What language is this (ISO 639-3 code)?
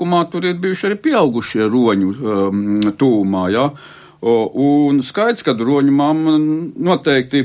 lav